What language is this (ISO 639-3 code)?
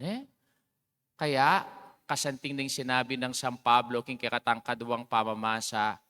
pam